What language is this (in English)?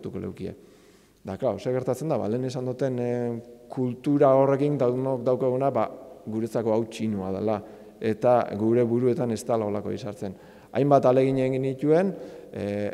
Basque